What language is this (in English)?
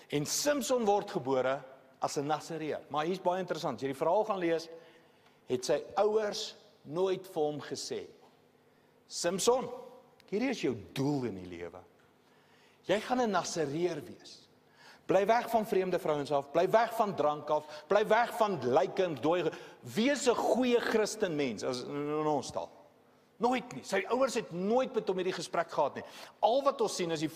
Afrikaans